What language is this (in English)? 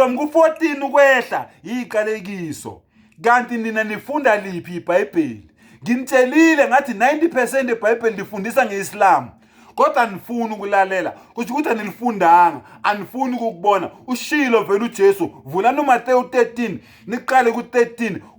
Zulu